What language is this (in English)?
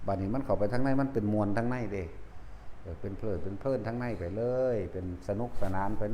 Northeastern Thai